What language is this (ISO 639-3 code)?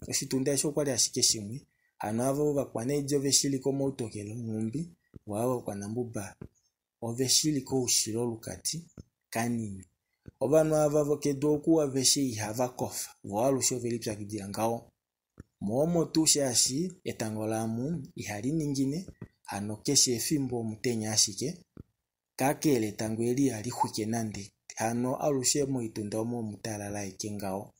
kua